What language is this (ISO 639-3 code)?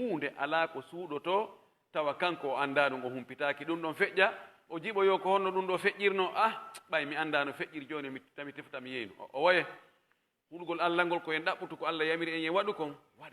fuf